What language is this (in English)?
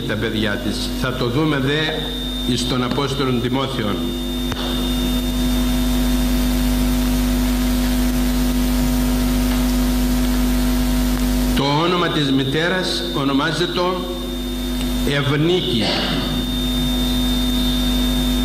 Greek